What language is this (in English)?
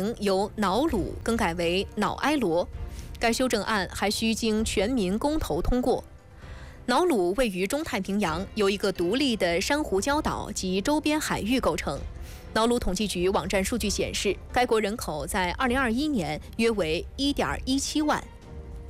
Chinese